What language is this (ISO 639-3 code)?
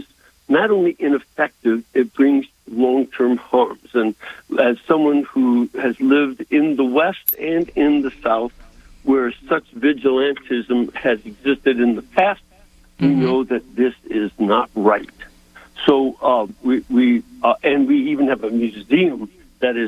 eng